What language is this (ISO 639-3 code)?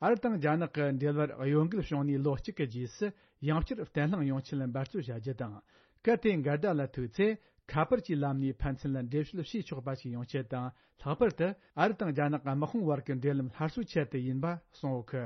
bod